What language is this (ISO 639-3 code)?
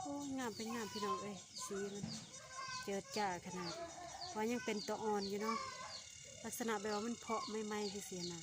lao